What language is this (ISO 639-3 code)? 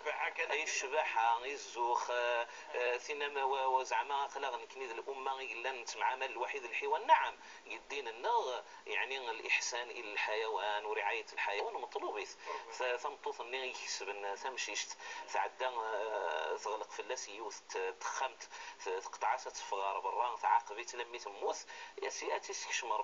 kab